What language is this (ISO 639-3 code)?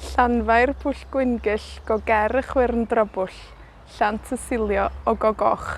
cym